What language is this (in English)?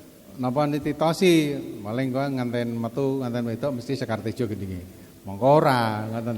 Javanese